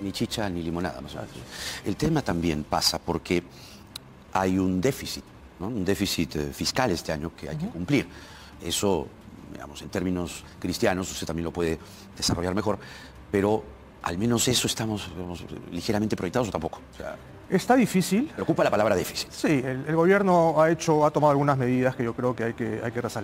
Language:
Spanish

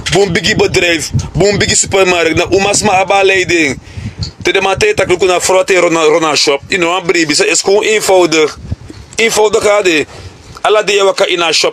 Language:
Sranan Tongo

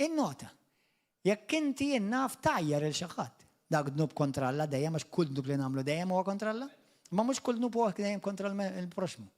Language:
Maltese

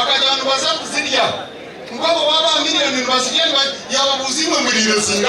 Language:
Nyankole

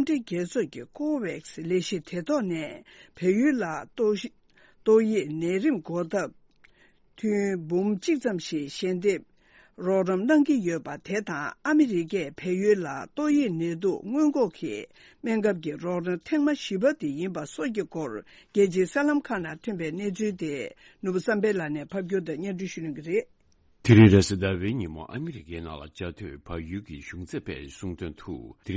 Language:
Tibetan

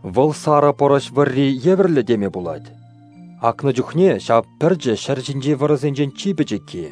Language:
Chuvash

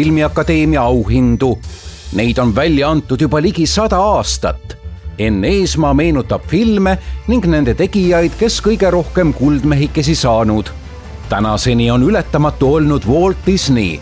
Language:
Estonian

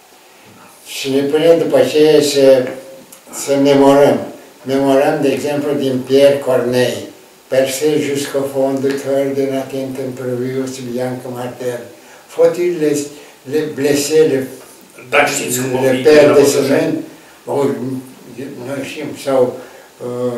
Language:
Romanian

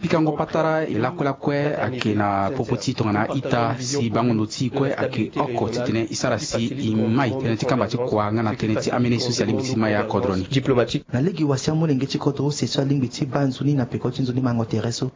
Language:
Sango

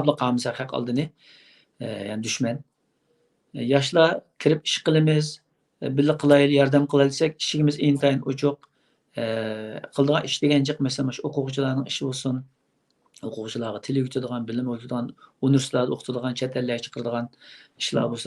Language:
Uyghur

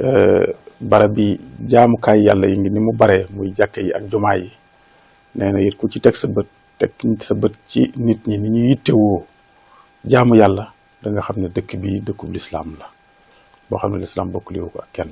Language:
Wolof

